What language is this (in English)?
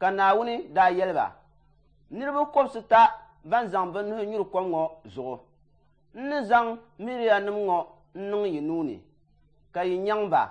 Dagbani